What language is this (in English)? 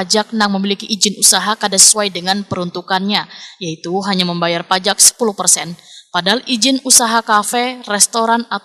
Banjar